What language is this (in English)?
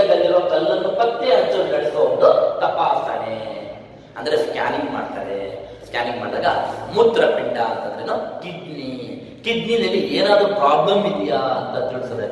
Kannada